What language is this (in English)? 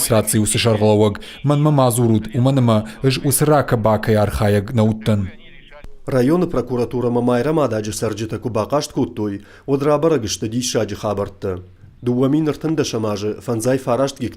Ossetic